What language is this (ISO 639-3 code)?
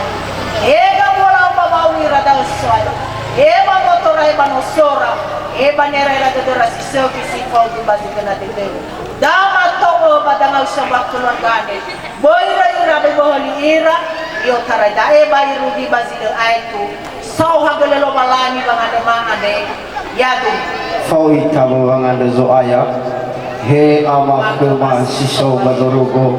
nia